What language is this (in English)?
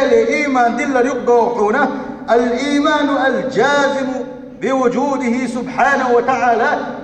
Chechen